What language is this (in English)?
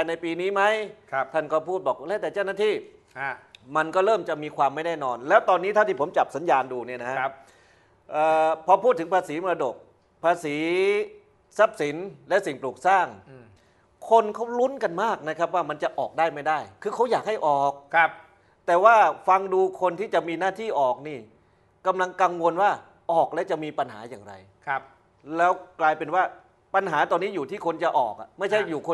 Thai